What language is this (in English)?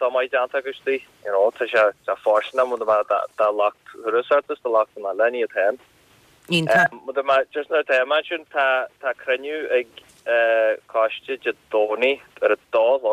Irish